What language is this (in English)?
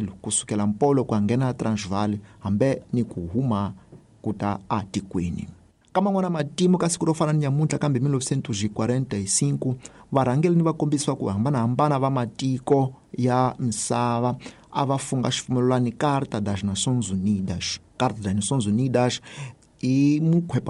Tsonga